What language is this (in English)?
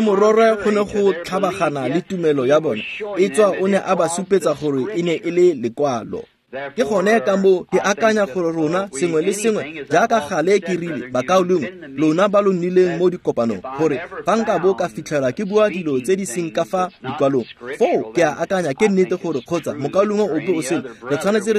Tswana